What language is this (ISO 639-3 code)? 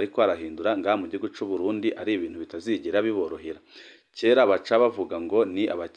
run